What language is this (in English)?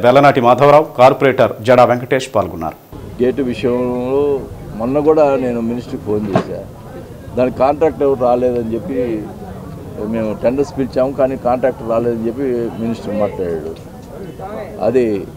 Telugu